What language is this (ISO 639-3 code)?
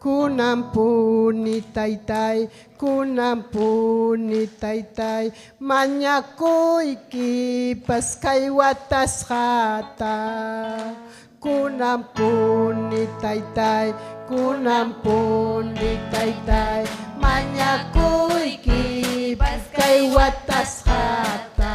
quy